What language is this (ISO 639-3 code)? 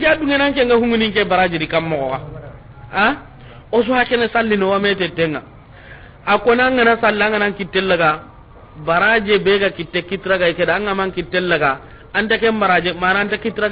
snk